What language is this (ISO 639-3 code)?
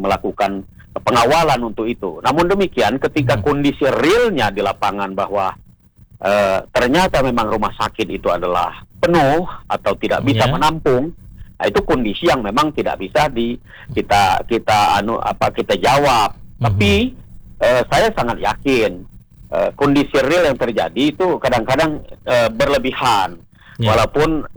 ind